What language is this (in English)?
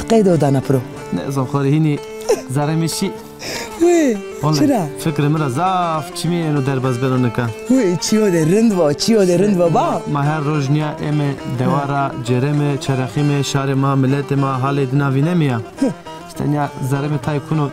Zaza